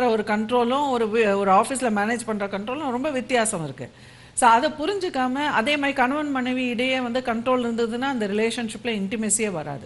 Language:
Tamil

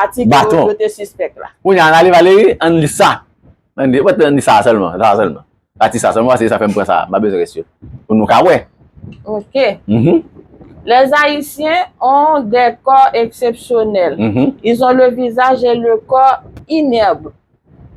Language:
Haitian Creole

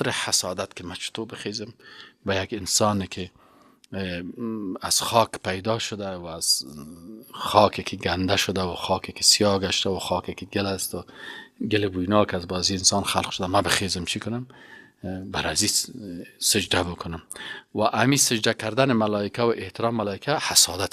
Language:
Persian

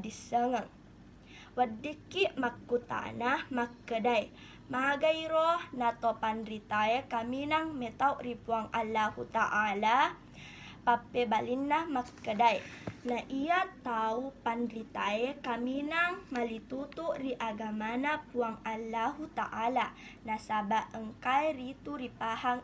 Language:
Buginese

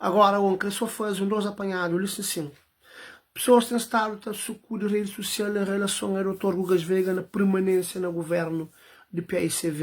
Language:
Kabuverdianu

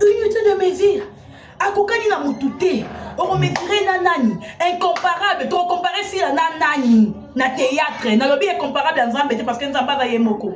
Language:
Lingala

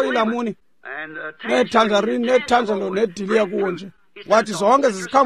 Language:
Xhosa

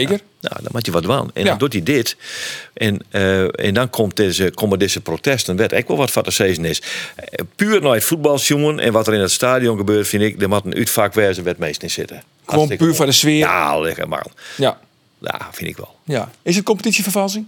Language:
Western Frisian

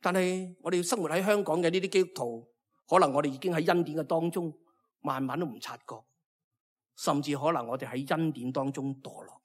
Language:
Cantonese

